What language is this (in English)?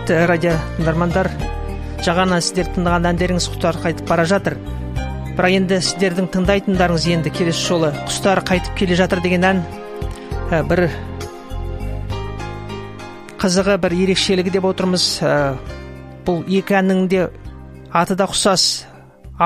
Kazakh